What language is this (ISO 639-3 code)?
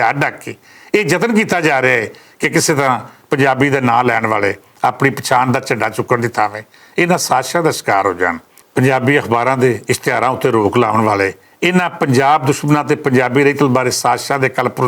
lah